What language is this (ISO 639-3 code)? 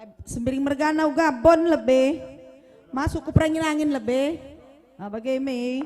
btx